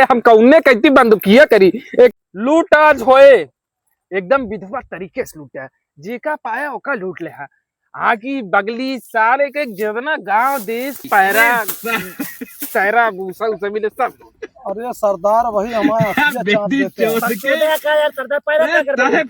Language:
Awadhi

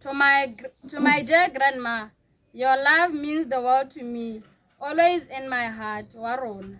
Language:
Tswana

